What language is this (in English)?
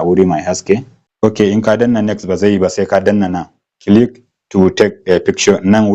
Hausa